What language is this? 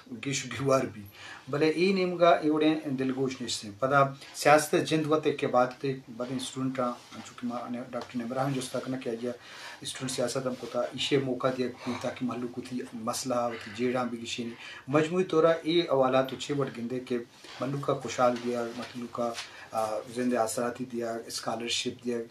Eastern Balochi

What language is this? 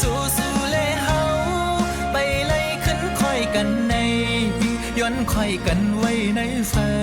Shan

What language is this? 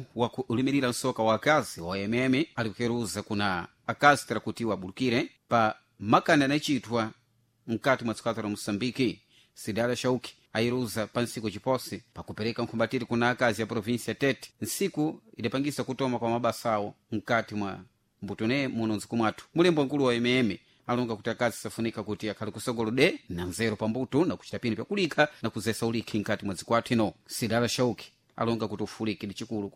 Sena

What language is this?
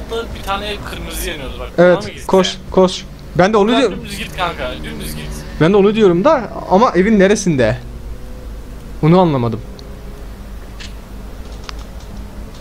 Turkish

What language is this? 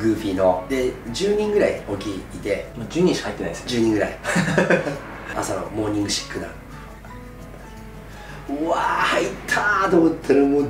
Japanese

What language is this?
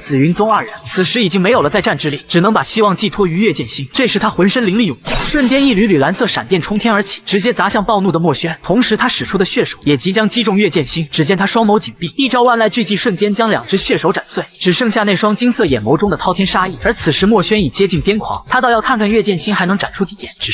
Chinese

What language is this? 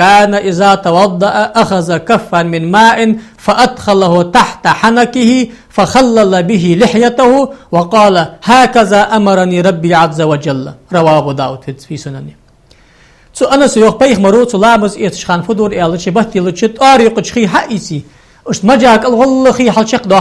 Ingush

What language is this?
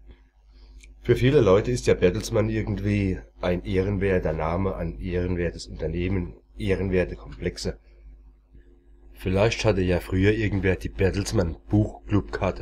German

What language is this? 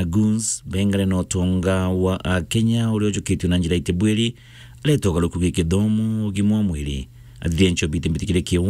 Meru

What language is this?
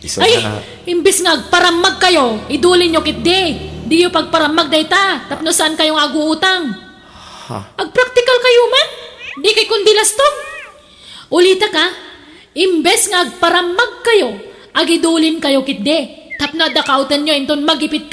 Iloko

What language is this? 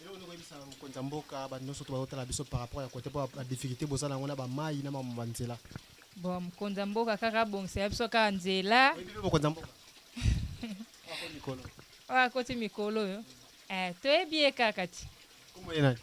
Lingala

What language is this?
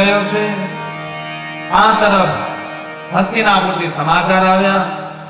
Gujarati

